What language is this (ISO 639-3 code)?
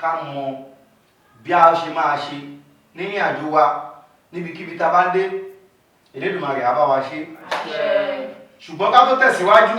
yor